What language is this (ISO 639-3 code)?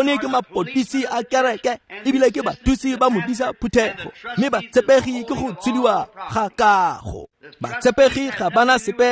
tsn